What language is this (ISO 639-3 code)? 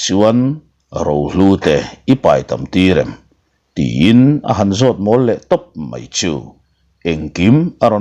lus